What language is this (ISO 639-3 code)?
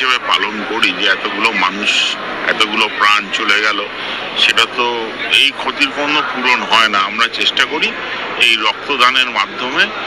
ben